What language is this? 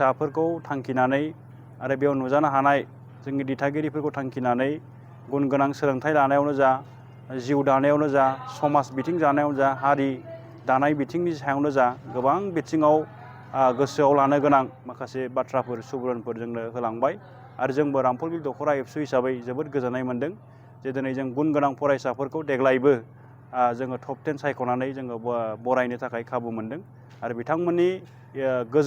Bodo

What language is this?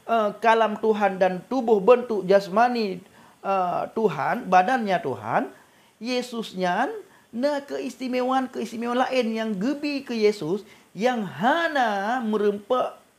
Achinese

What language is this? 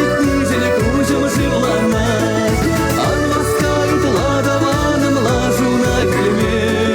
Chuvash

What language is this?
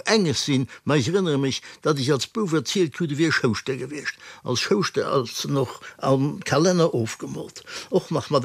Luxembourgish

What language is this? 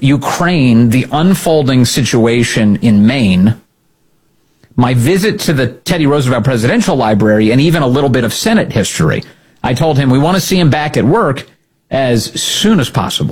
English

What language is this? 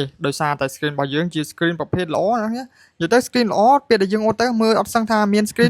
Khmer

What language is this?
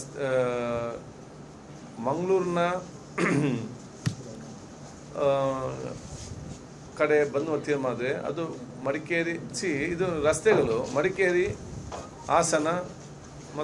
Kannada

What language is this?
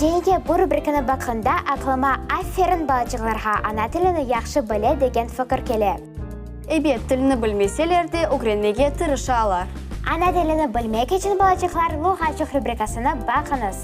Crimean Tatar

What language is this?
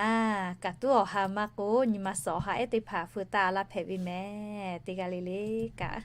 Lahu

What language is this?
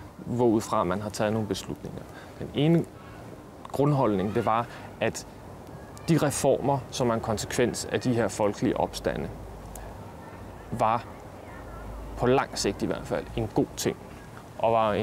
Danish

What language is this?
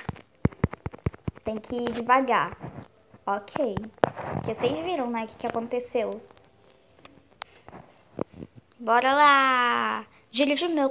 Portuguese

